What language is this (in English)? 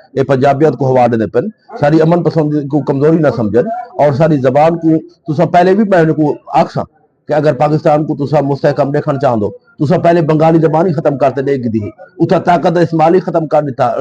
Saraiki